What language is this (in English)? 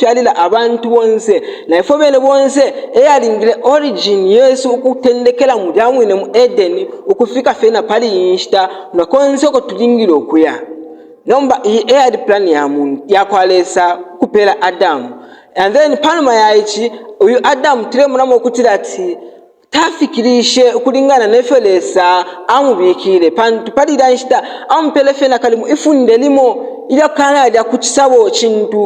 Bemba